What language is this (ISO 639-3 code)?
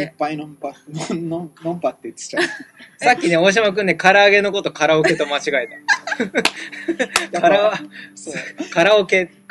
jpn